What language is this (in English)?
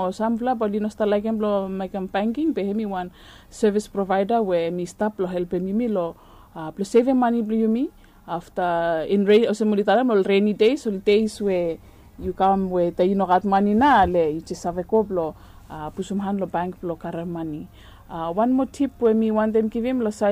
Bislama